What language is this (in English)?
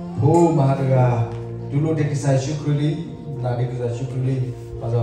S'gaw Karen